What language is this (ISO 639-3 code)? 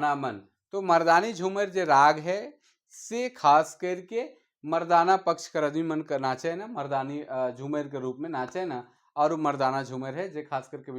sck